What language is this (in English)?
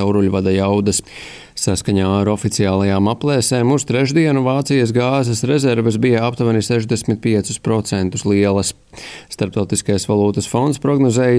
Latvian